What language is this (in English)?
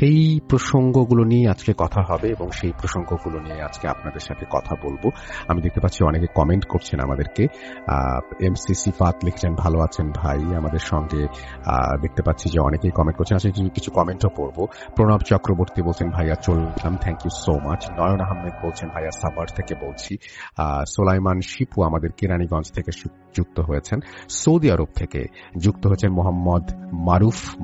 Bangla